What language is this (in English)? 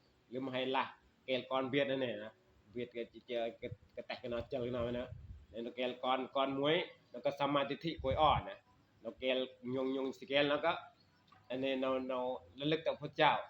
Northeastern Thai